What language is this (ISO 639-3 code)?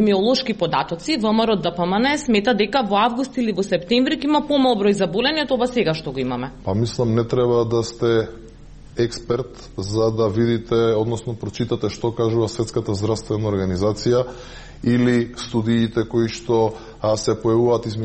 mkd